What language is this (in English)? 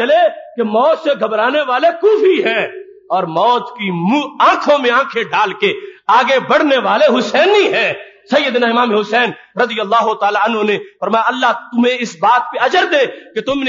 Urdu